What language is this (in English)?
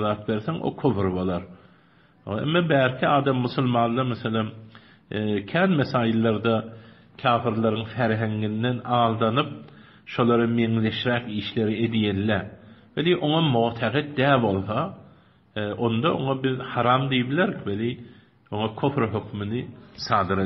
Turkmen